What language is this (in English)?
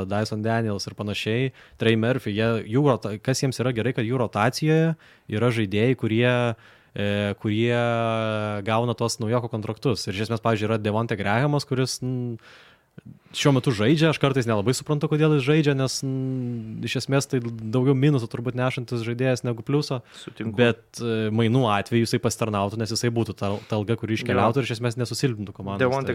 Lithuanian